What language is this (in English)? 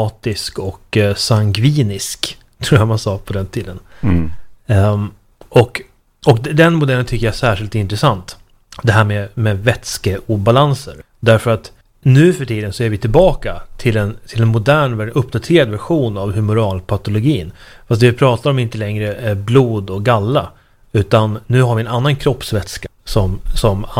Swedish